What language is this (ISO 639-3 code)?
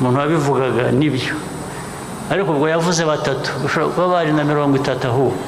kin